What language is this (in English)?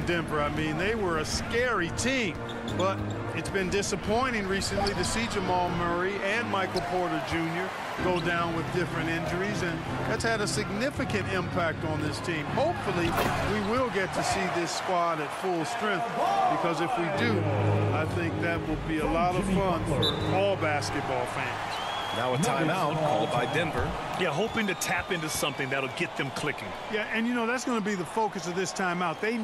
English